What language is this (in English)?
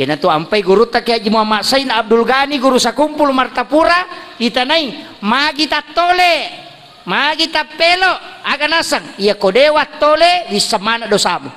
Buginese